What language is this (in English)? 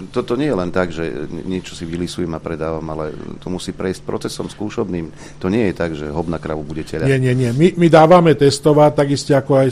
Slovak